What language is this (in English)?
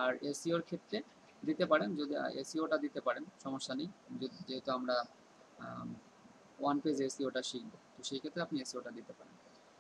Bangla